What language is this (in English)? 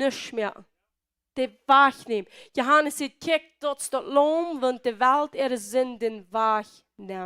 Plautdietsch